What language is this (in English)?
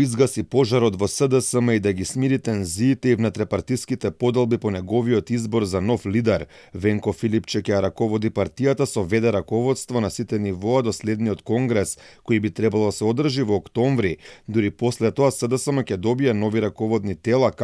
Macedonian